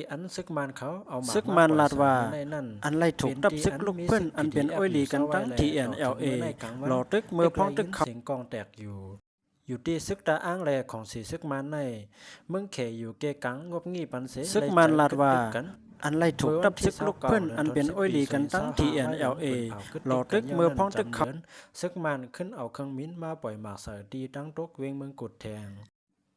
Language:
Shan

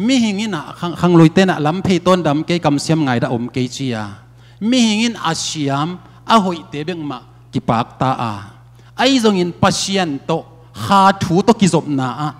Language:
Tedim Chin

